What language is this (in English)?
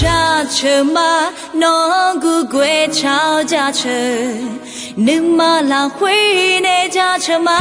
Akha